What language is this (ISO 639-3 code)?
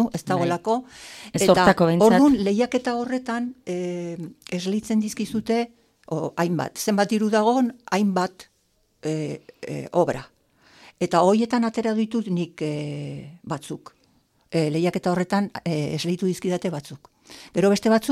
eus